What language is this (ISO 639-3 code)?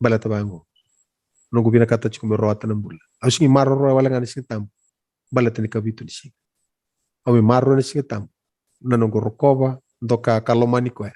fij